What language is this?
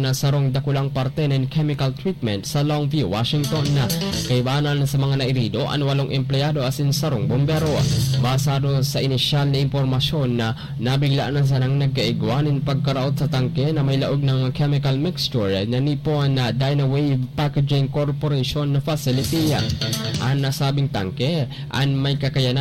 Bikol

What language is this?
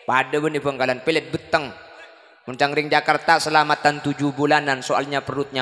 Madurese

